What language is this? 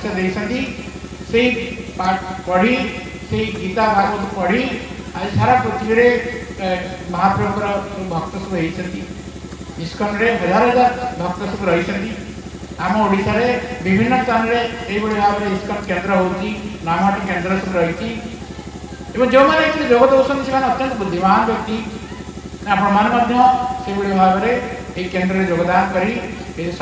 Odia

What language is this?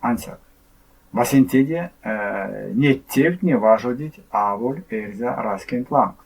Erzya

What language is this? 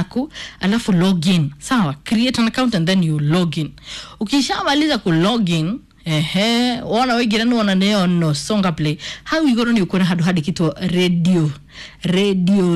Kikuyu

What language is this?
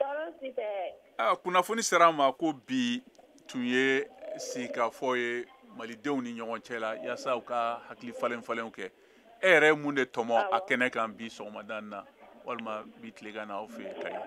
Bambara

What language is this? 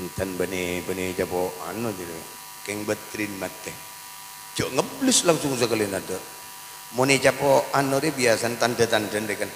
Madurese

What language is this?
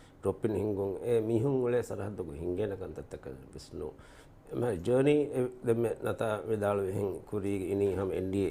Divehi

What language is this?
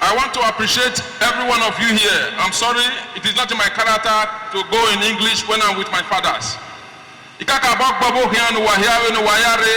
Nigerian Pidgin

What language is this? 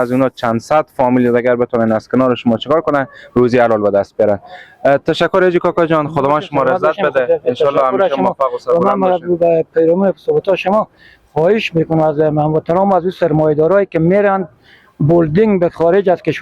Persian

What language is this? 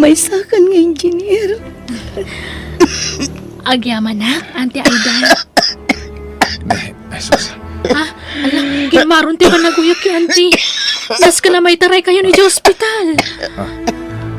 Iloko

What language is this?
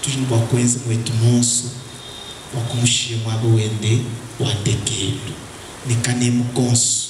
Luba-Lulua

